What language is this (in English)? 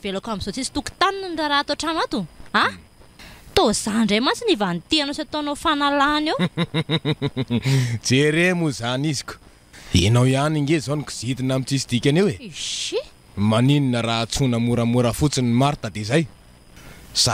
Malagasy